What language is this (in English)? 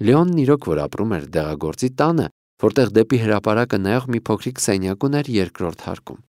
Armenian